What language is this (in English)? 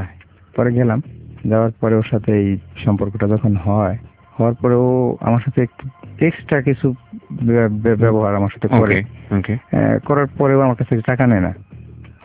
Bangla